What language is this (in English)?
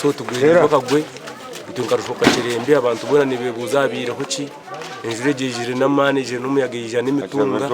Nyankole